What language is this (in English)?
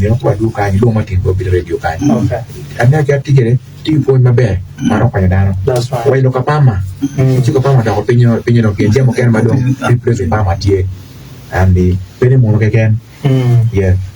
Acoli